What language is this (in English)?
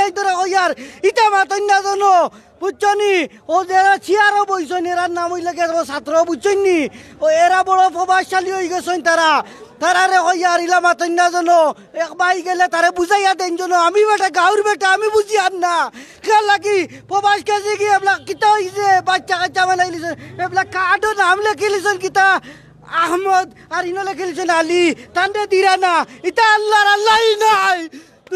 Sylheti